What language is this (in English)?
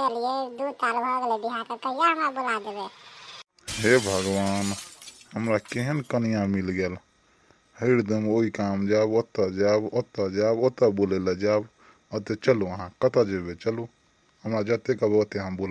Maithili